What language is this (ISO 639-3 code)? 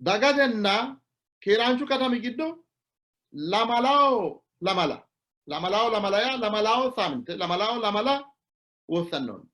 sid